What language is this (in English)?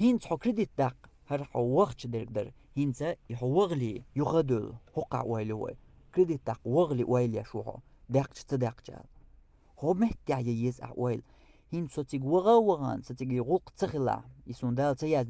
Chechen